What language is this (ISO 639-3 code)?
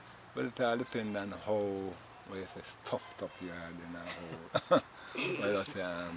jam